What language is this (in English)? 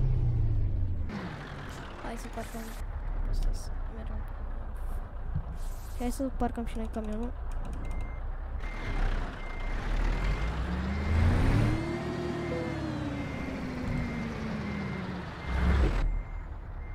Romanian